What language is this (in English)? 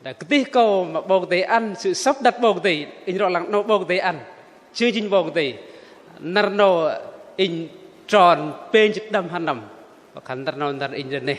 Bahnar